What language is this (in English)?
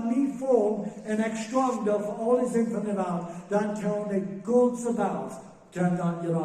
Plautdietsch